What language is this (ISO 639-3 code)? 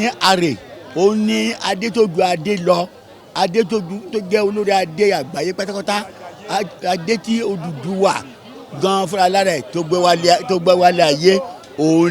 yor